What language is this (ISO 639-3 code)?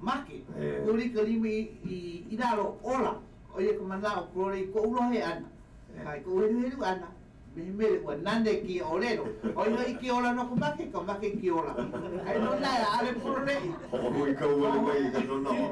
haw